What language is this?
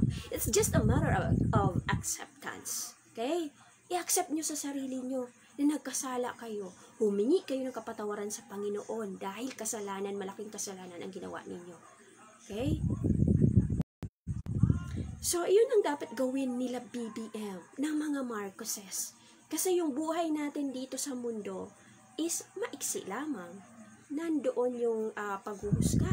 Filipino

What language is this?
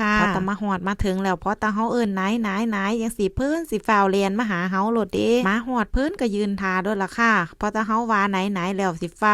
Northeastern Thai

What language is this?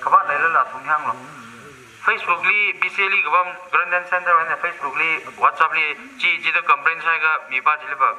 Tangkhul Naga (India)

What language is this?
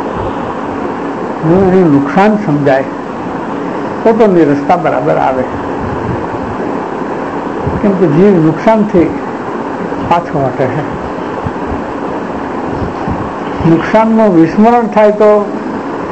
Gujarati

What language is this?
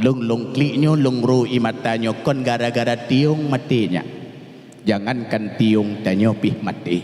Achinese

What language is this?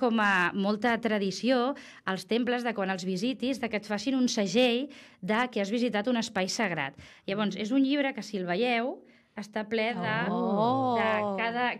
Catalan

